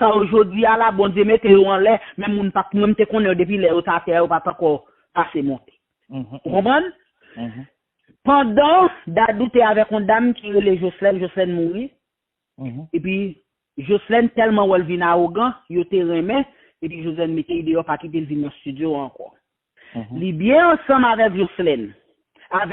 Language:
Haitian Creole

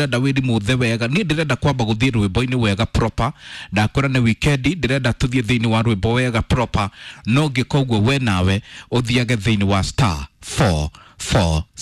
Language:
Kikuyu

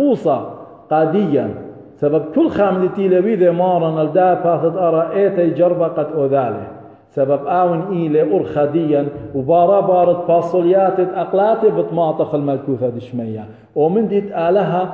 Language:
Assyrian Neo-Aramaic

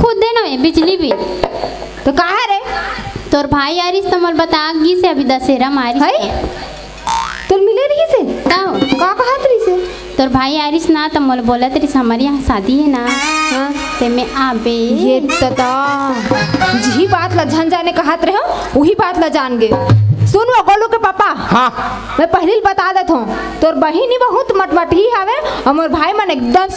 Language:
Chhattisgarhi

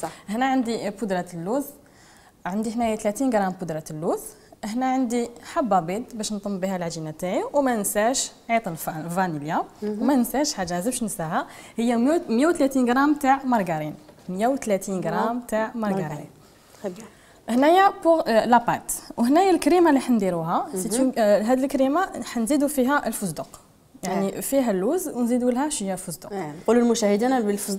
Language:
Algerian Arabic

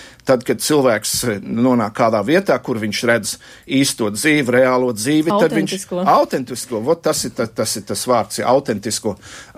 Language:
Latvian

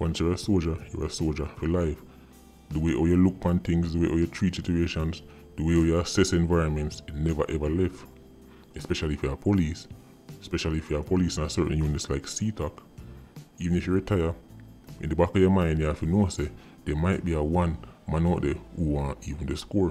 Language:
Jamaican Creole English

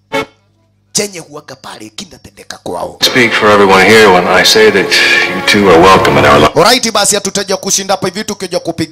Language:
Swahili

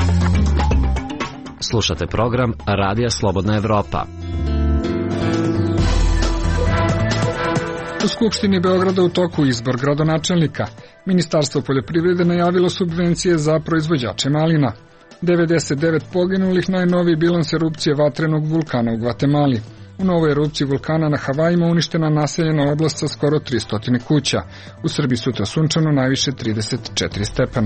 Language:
Serbian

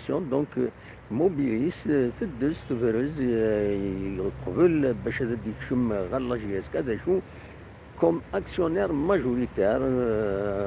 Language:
Kabyle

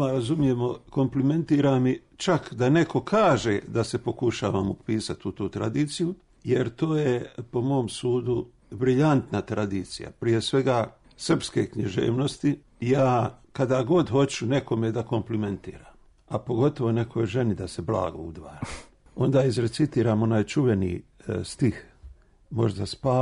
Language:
Serbian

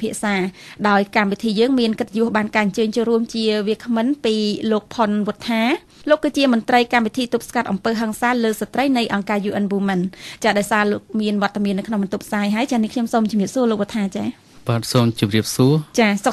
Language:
Khmer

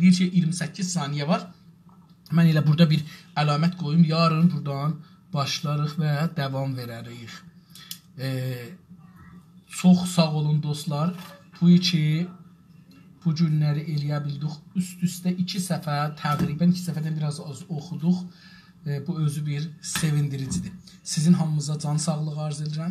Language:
South Azerbaijani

